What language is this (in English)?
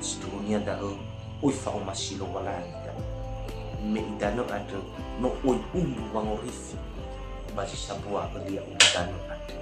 Nias